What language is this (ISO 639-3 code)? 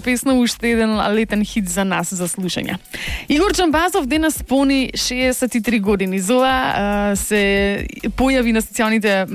mkd